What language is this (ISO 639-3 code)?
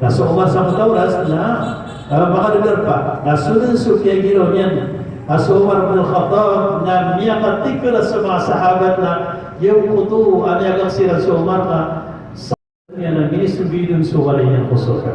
mrw